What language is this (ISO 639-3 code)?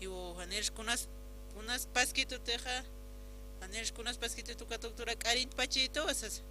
aym